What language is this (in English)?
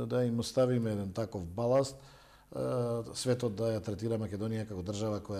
Macedonian